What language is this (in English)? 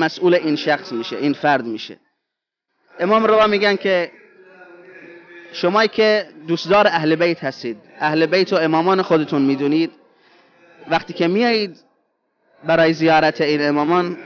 Persian